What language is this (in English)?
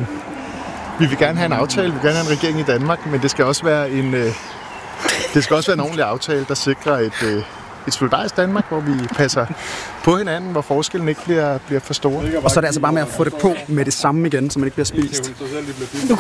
Danish